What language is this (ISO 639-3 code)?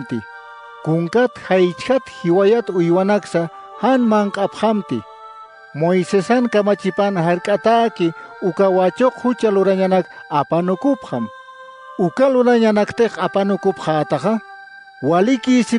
aym